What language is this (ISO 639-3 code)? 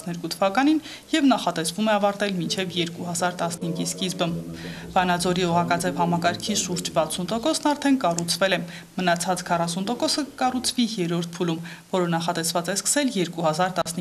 hye